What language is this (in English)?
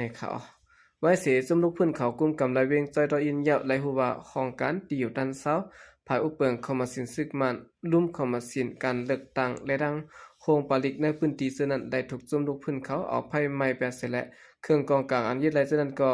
Shan